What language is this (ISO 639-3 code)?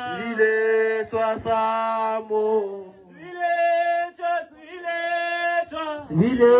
nso